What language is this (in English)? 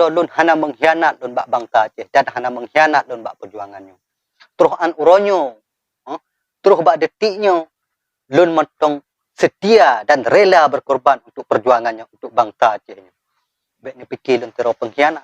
Achinese